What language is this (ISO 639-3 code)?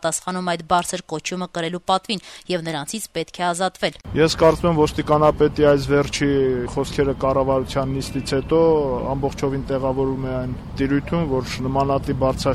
hye